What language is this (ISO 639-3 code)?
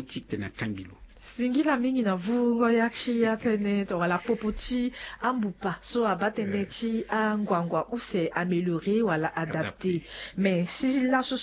sag